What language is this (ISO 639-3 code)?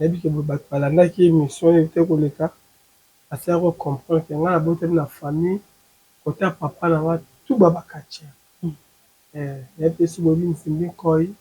lin